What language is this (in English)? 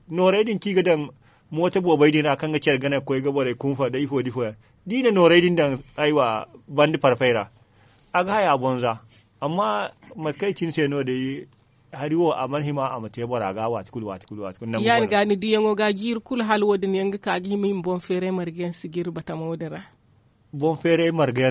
Zarma